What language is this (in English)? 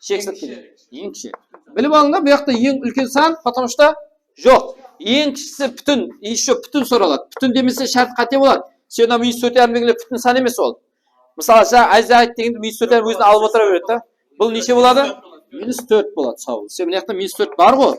Kara-Kalpak